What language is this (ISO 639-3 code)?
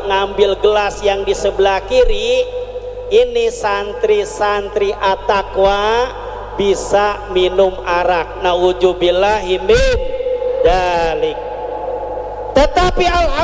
ind